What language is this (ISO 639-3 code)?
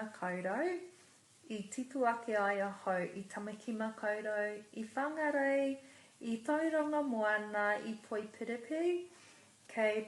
mri